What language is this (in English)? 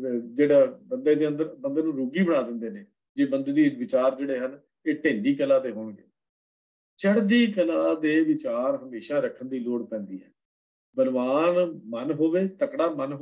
Punjabi